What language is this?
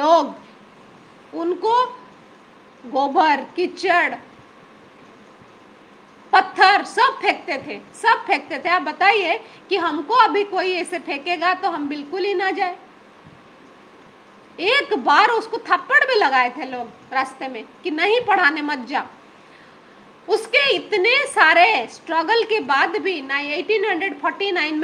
Hindi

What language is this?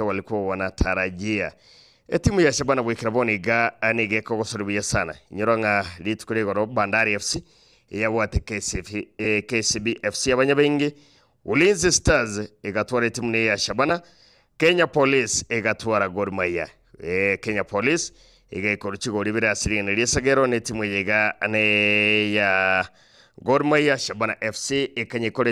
Gusii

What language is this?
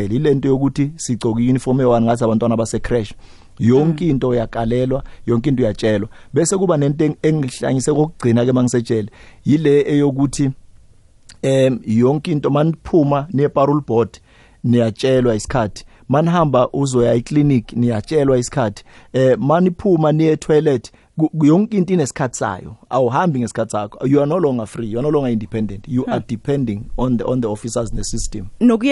South Ndebele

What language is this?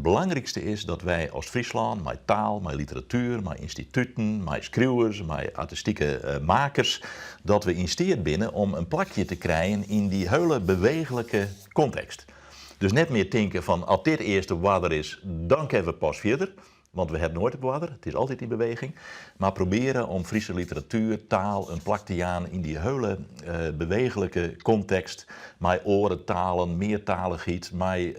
Western Frisian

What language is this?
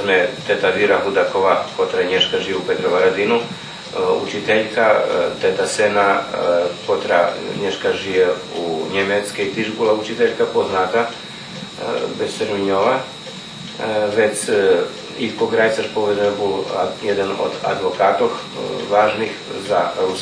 Rusyn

